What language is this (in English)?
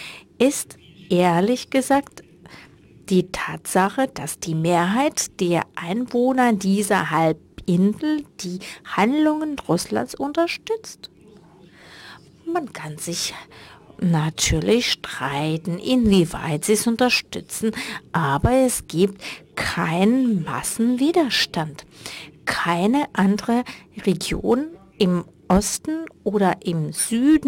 German